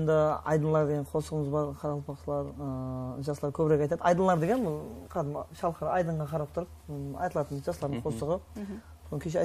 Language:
Kara-Kalpak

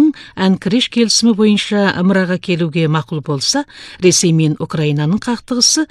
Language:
Kazakh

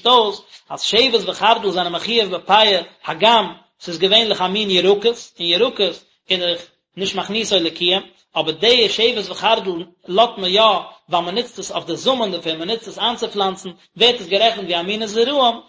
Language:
Yiddish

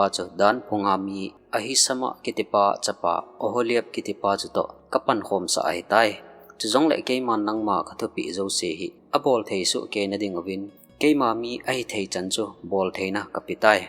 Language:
Thado Chin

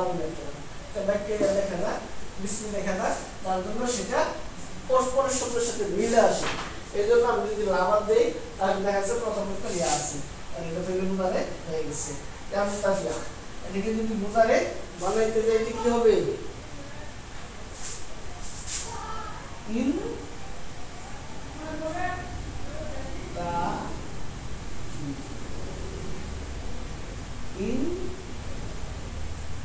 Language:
Bangla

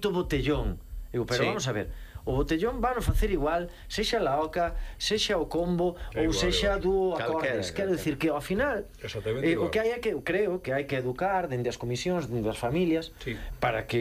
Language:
Galician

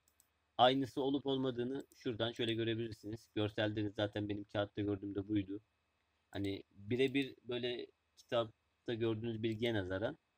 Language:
Turkish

